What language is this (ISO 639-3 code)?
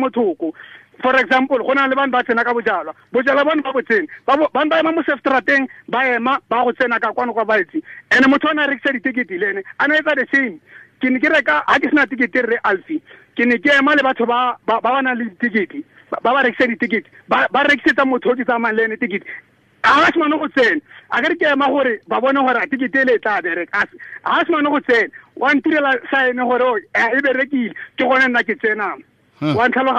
tsn